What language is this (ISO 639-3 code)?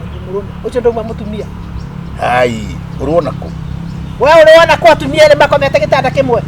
kik